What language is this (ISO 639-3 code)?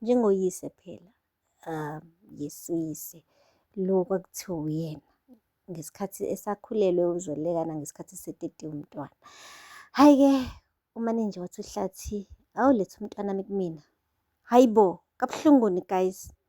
zul